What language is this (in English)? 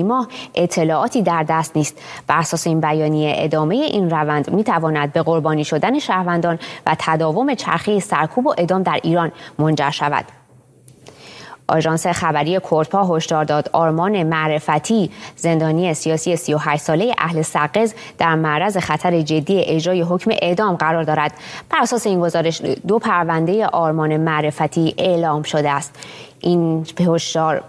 Persian